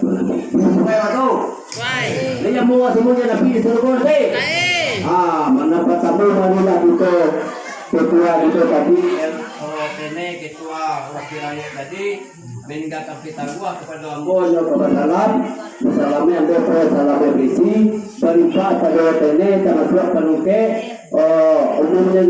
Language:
Minangkabau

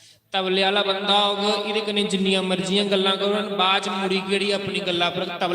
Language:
Dogri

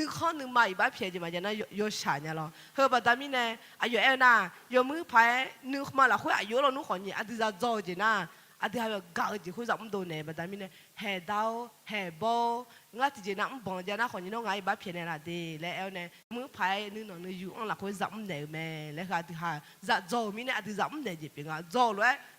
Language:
Akha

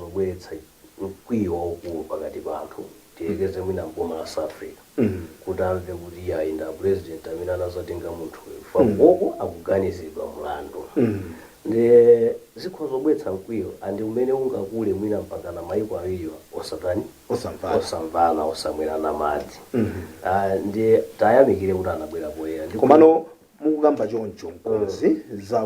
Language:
Nyanja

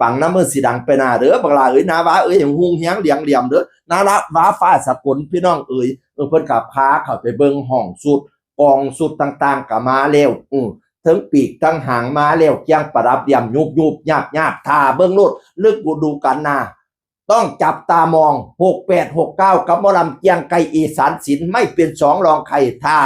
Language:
Northeastern Thai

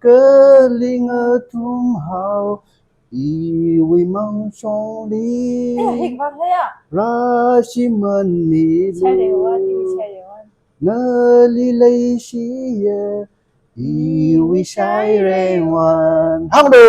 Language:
Tangkhul Naga (India)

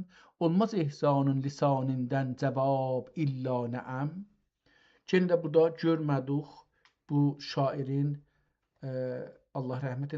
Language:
South Azerbaijani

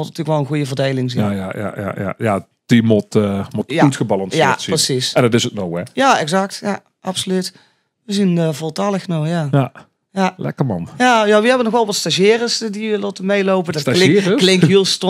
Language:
Limburgish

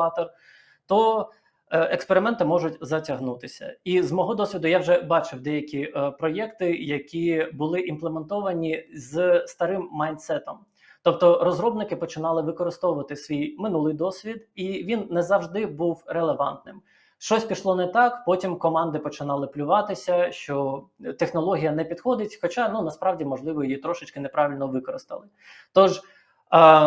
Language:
Ukrainian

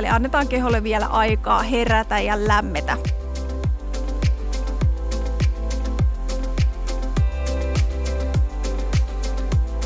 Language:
Finnish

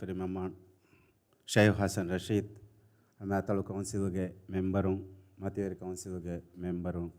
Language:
Divehi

